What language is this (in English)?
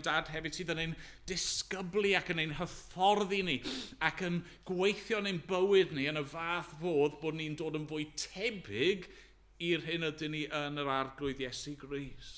Welsh